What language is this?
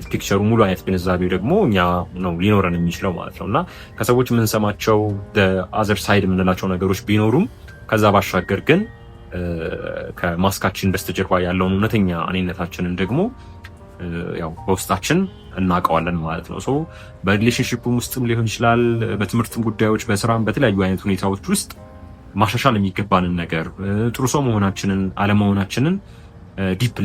Amharic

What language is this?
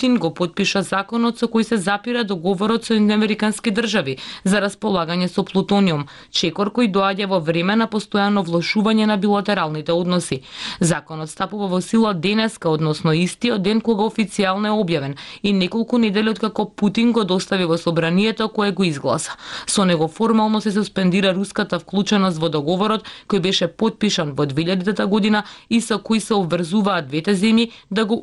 Macedonian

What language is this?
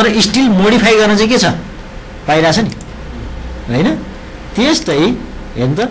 Nepali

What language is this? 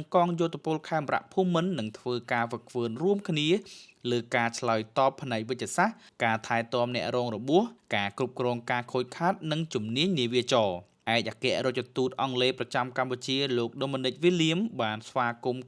Khmer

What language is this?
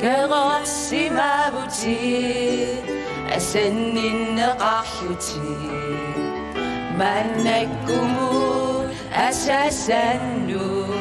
Kalaallisut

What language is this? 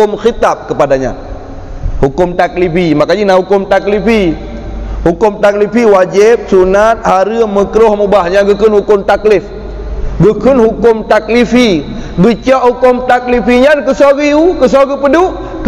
Achinese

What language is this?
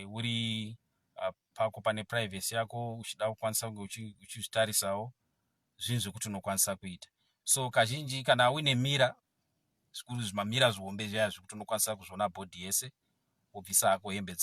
Shona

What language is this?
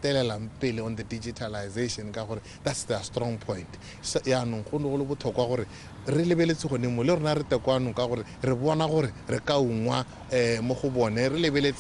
Tswana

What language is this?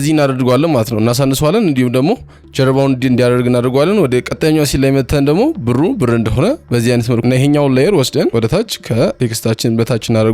Amharic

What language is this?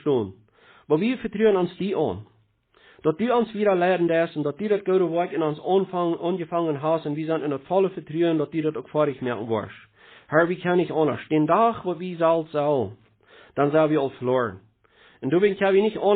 Plautdietsch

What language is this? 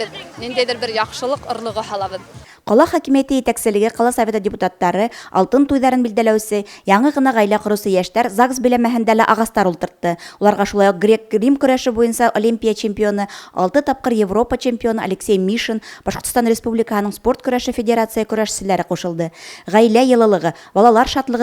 Bashkir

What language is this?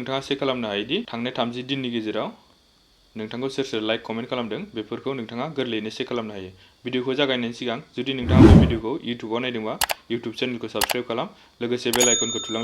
Bodo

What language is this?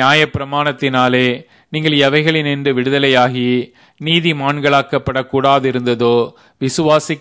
Tamil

